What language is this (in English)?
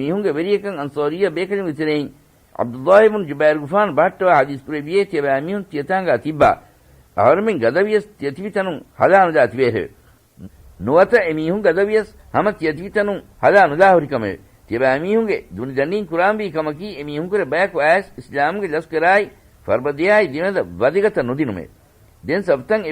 Divehi